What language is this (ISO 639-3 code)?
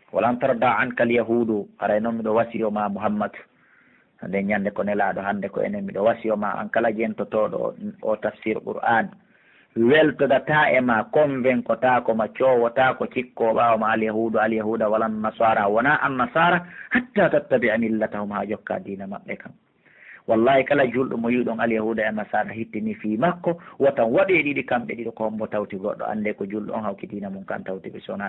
fuf